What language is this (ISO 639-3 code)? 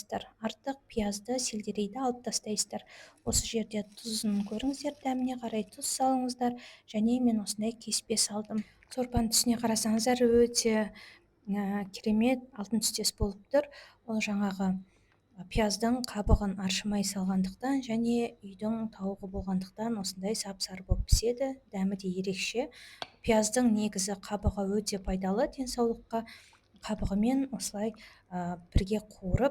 kaz